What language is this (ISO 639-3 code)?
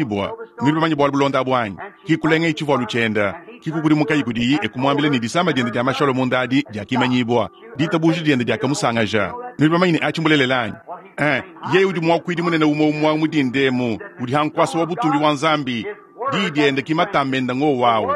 lua